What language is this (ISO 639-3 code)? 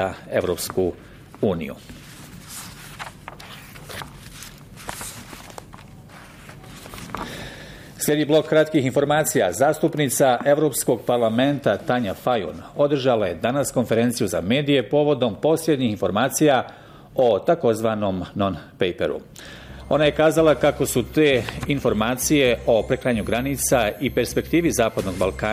bos